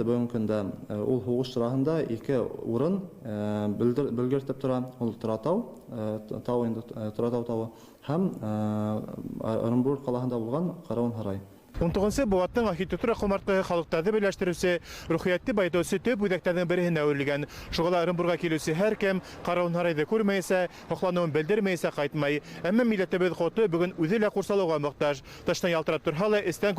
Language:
Bashkir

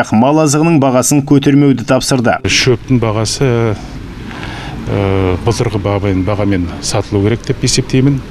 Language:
Kazakh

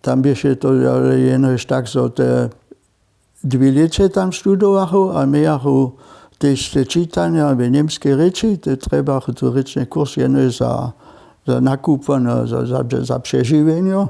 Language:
Upper Sorbian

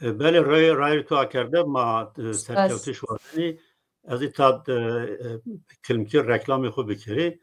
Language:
Zaza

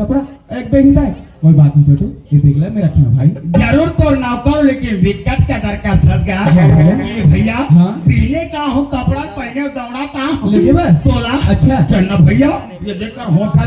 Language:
Chhattisgarhi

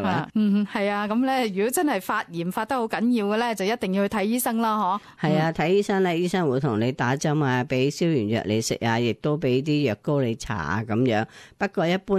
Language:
Cantonese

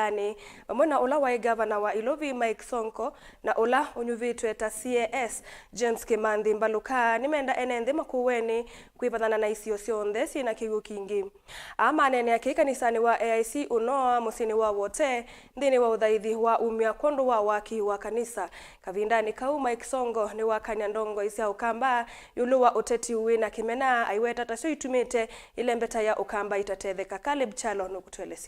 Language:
Kamba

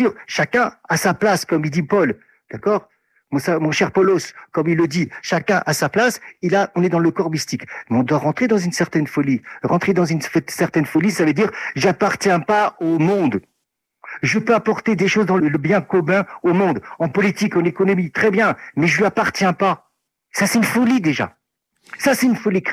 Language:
French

